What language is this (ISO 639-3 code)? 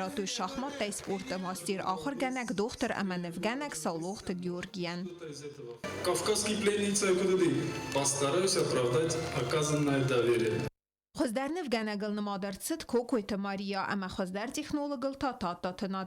oss